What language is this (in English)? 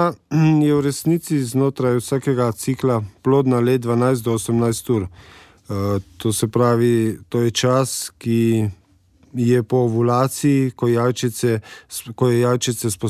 Slovenian